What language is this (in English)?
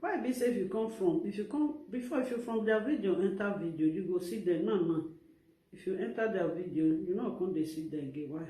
Nigerian Pidgin